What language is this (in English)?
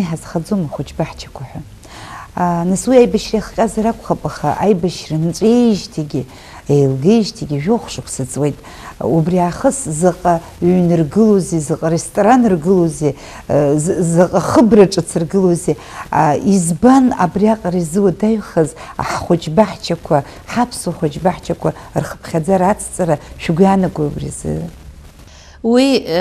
Abkhazian